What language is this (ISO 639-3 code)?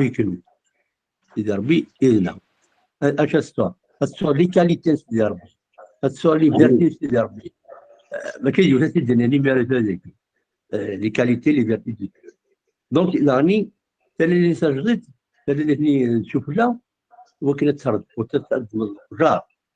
kab